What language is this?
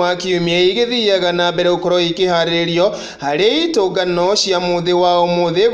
Kikuyu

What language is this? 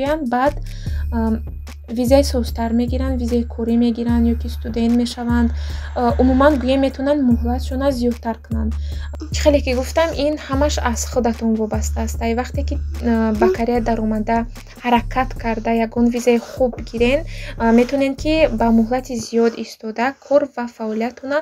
Tajik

